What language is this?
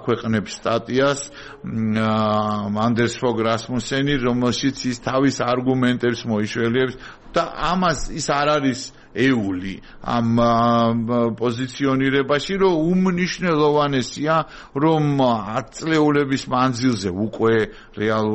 Georgian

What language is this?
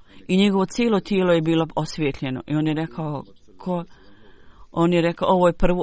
Bosnian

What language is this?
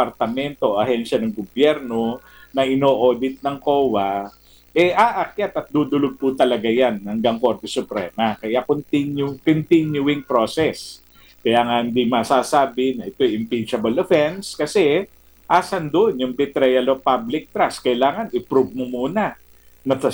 Filipino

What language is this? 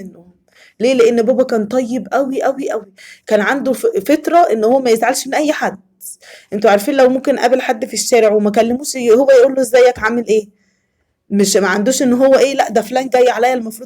Egyptian Arabic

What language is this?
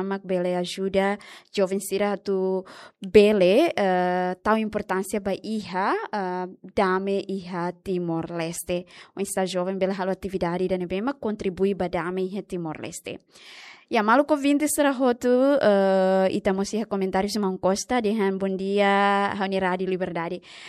Tetum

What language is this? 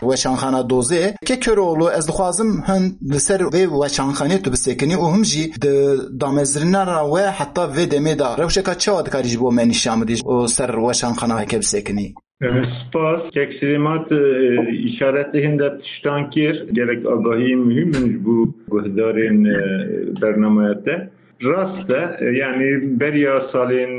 Kurdish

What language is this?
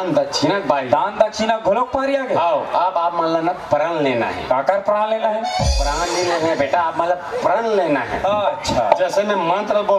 Chhattisgarhi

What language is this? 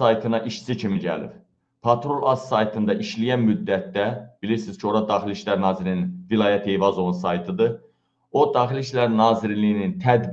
Azerbaijani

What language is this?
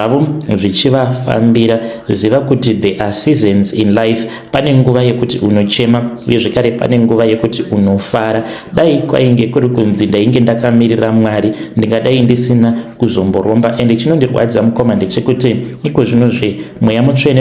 Shona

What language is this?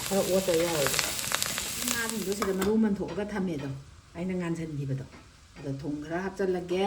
Manipuri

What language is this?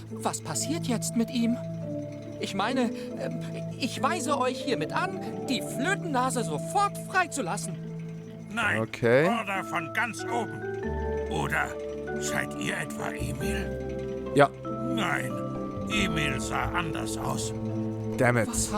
Swiss German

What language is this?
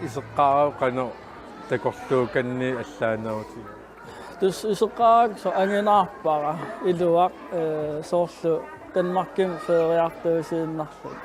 Kalaallisut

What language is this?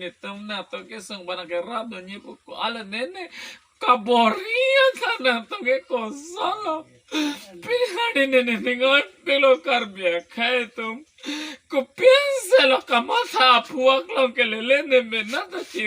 Karbi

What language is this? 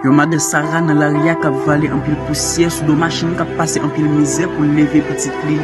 Haitian Creole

